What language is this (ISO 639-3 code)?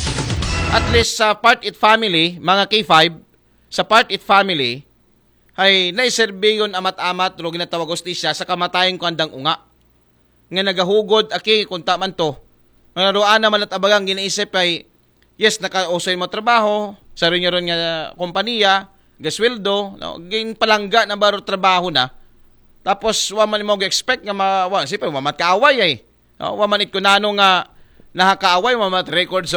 akl